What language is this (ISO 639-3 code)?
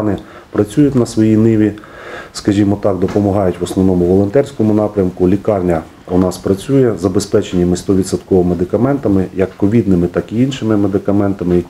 ukr